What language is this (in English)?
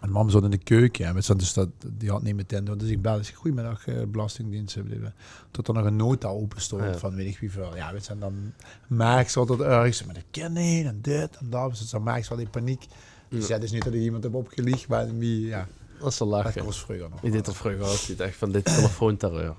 Limburgish